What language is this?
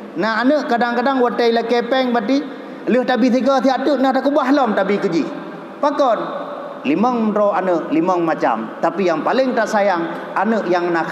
Achinese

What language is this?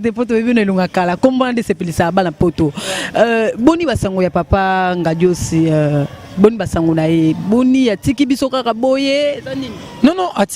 Lingala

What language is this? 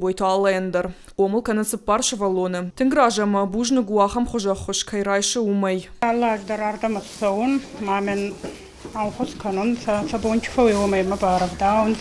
Ossetic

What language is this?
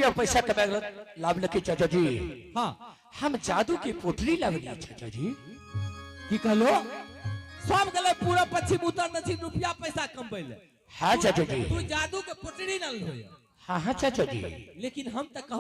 Angika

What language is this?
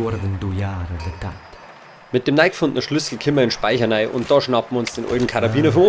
Bavarian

